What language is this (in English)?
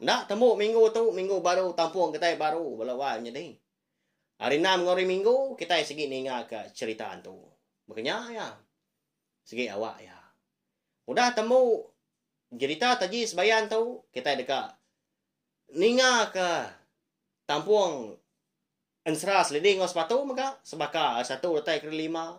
Iban